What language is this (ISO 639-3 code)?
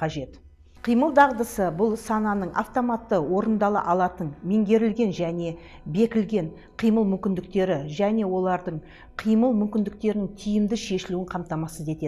kaz